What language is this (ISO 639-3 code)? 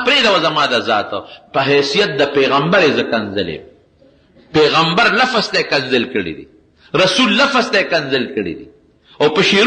pus